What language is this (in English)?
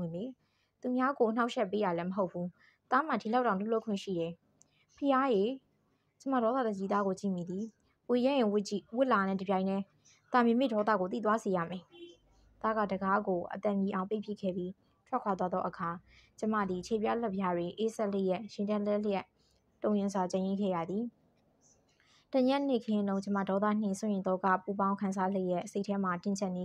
Burmese